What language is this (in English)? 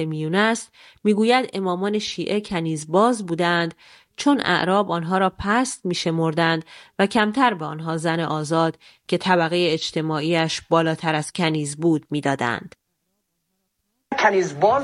Persian